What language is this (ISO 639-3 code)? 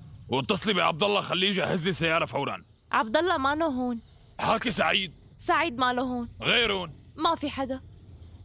apc